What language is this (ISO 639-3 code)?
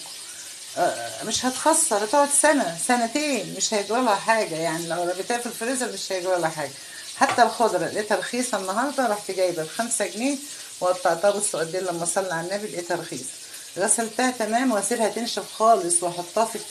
arz